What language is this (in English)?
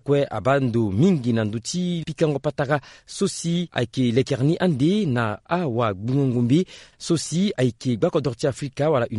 Sango